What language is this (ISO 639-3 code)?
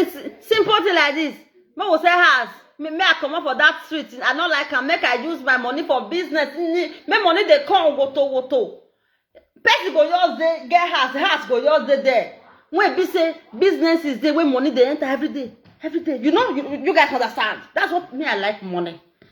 pcm